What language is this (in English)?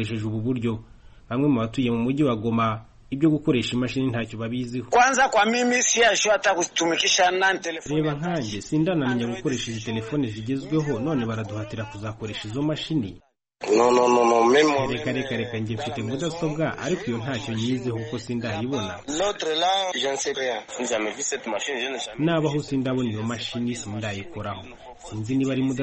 Kinyarwanda